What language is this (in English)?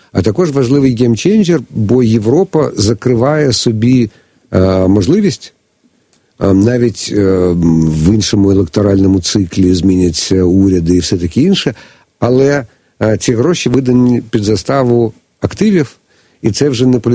Ukrainian